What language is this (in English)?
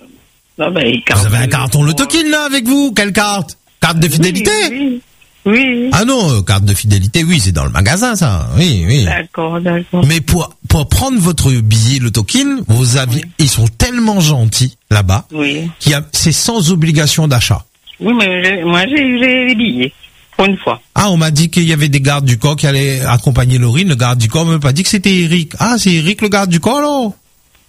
French